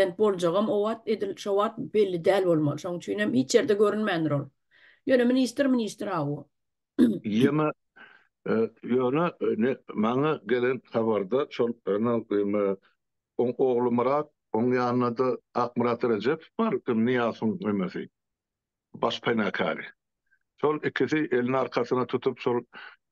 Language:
Turkmen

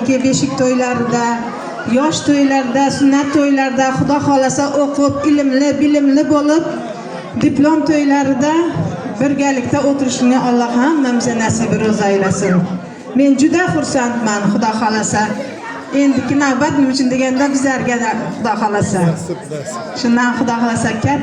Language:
Uzbek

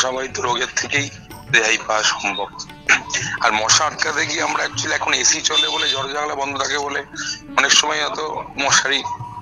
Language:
Bangla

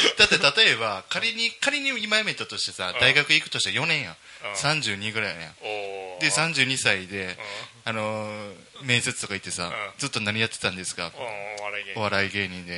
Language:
Japanese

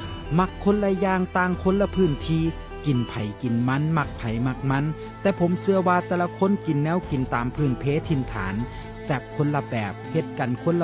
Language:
Northeastern Thai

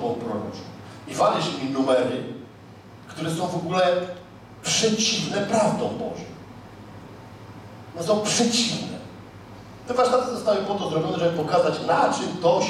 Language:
Polish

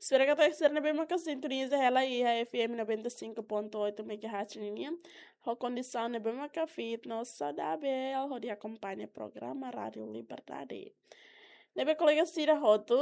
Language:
Tetum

